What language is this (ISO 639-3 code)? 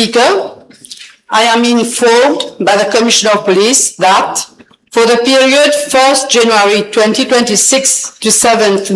mfe